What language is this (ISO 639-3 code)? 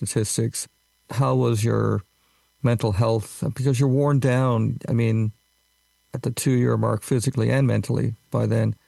eng